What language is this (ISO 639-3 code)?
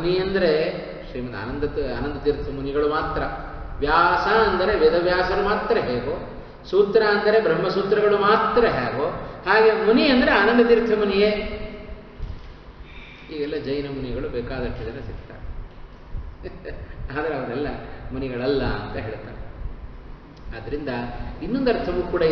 kan